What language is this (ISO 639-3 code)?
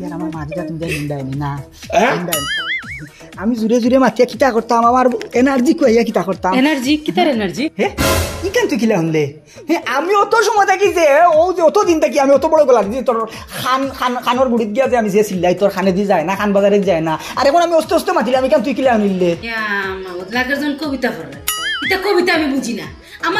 syl